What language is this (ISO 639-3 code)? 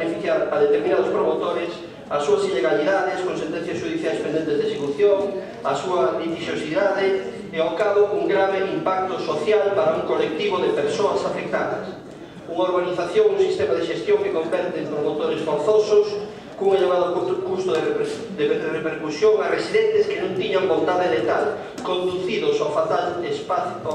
glg